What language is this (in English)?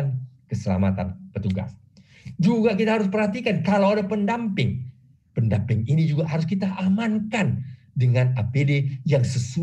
Indonesian